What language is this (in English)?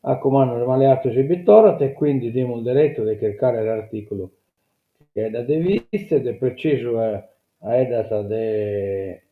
Sardinian